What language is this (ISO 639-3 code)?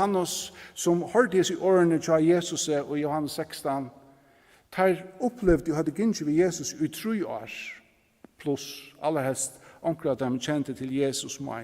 fao